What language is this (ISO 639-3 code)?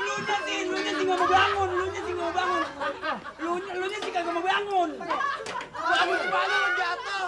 bew